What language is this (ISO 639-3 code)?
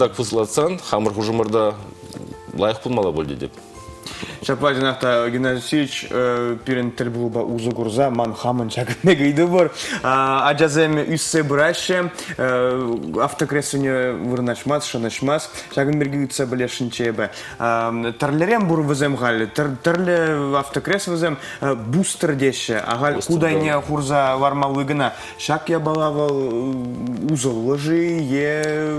chv